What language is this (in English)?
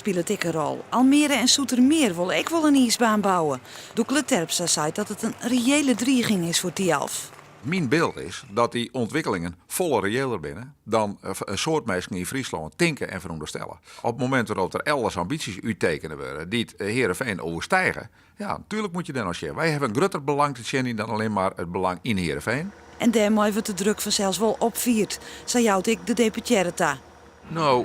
Western Frisian